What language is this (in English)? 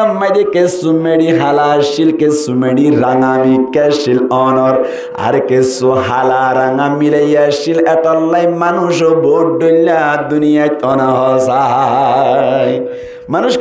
Rohingya